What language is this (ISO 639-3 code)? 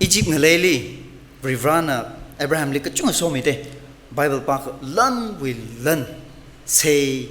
nmf